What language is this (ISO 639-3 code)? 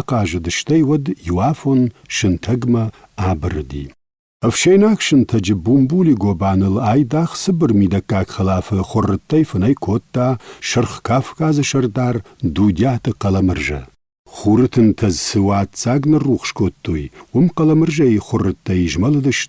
oss